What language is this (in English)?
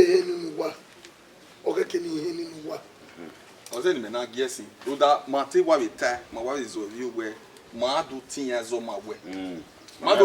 Bini